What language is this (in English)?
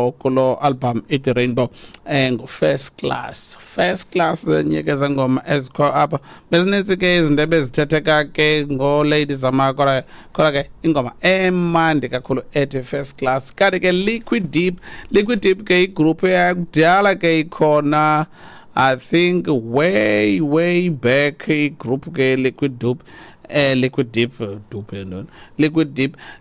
Xhosa